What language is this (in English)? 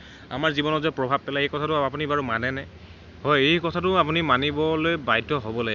Assamese